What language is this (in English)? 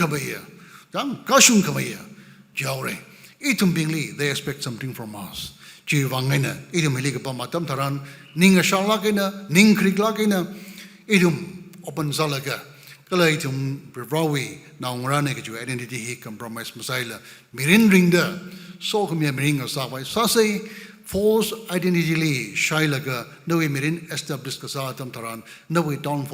Tangkhul Naga (India)